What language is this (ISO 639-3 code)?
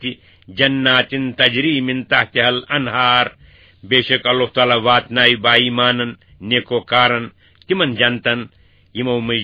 kas